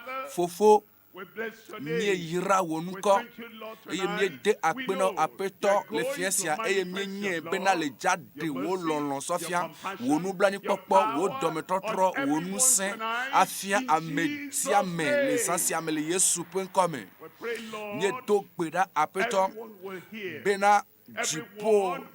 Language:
Ewe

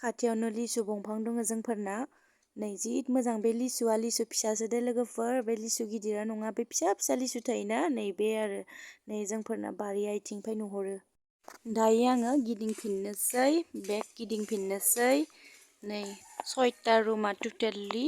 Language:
Bodo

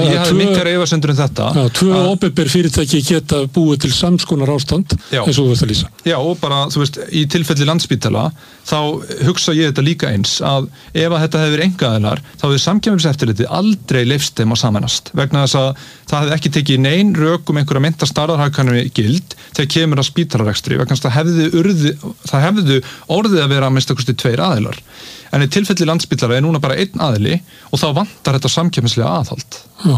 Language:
Icelandic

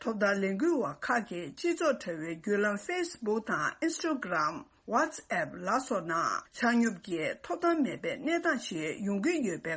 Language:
Tibetan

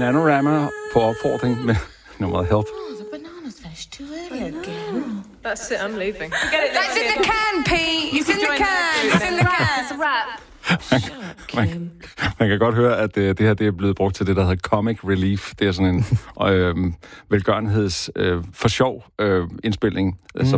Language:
Danish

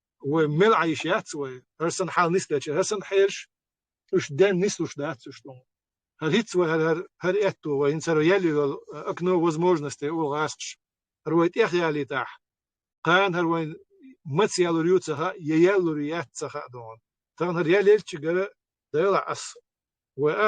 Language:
Chechen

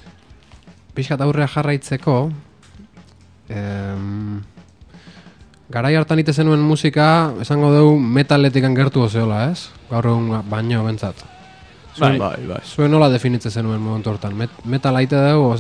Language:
Basque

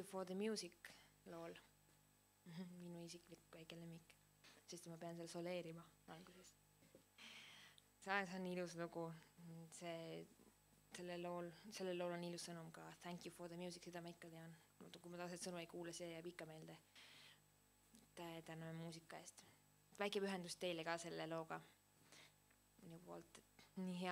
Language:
Estonian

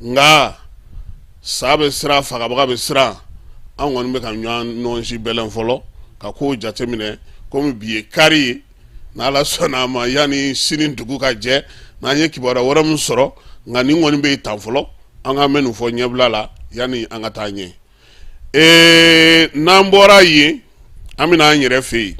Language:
Bambara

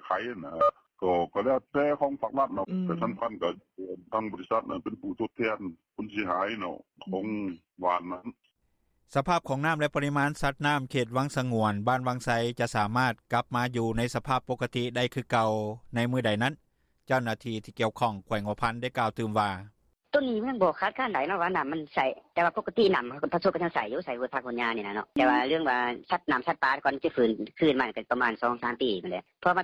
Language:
Lao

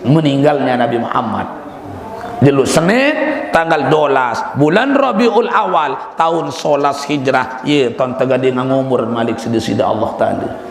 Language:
Sasak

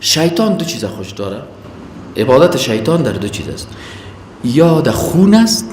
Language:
Persian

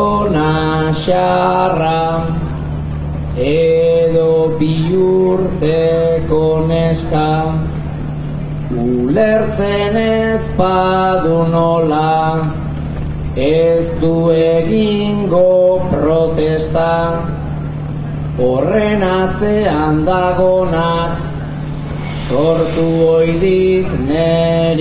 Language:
Basque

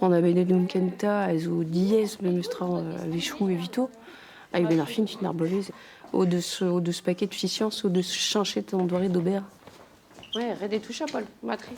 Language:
Breton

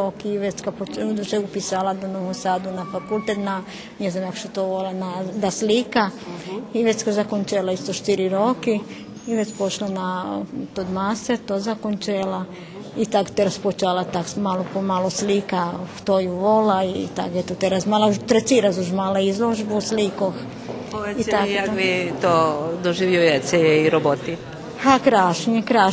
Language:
Rusyn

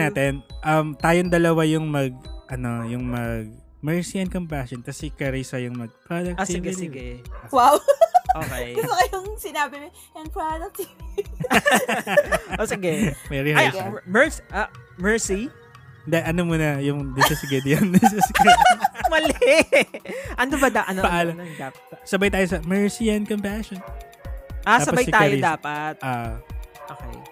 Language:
Filipino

